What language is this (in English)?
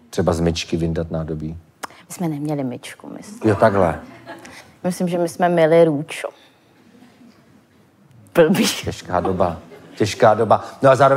Czech